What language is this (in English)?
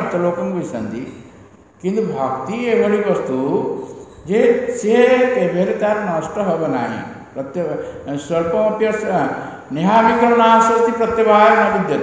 Odia